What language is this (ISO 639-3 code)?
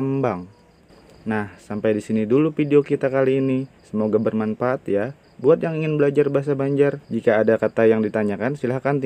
bjn